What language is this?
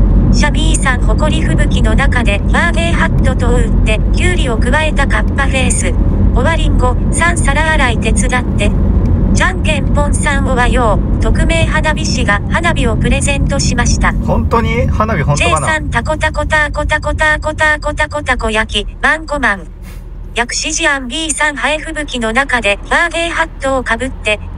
Japanese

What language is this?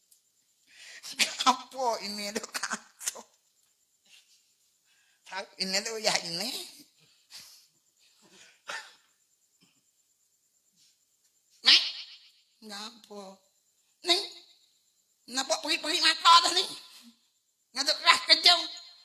Pattani Malay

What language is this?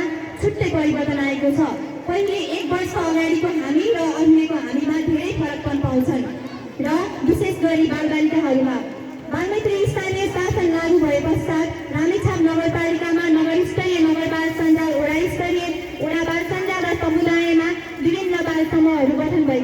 Nepali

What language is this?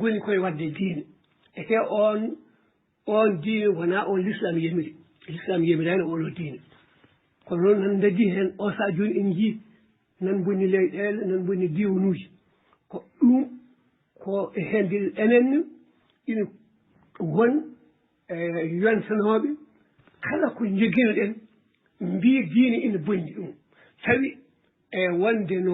Fula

